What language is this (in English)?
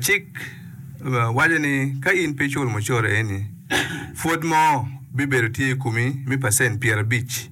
Acoli